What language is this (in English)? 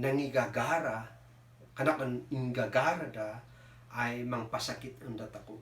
Kankanaey